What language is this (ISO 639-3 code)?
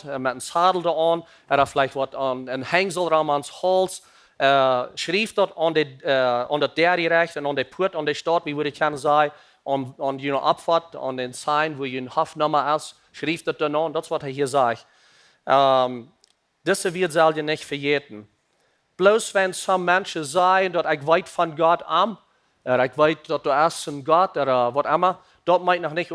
pdt